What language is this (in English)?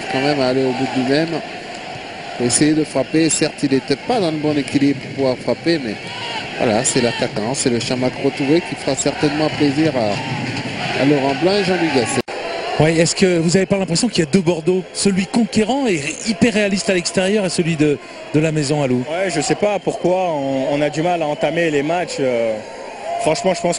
French